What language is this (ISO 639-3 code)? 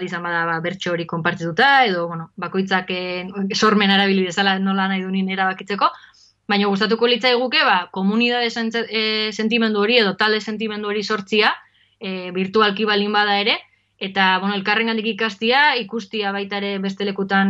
eus